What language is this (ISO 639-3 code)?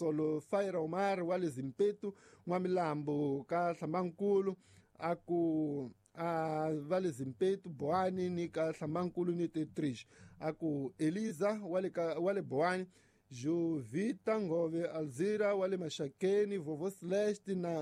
tso